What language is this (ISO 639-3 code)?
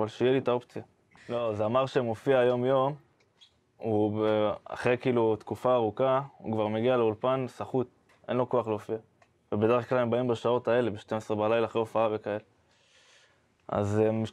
heb